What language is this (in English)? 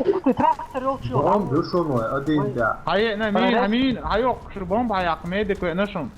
Chechen